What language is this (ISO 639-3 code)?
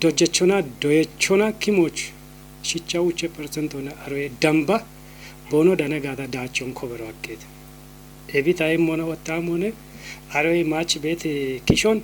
kbr